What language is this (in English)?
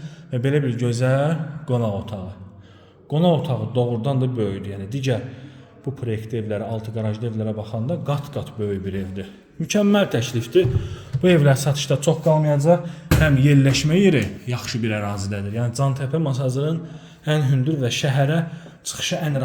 Azerbaijani